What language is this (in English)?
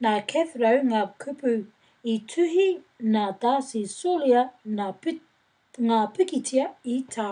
Māori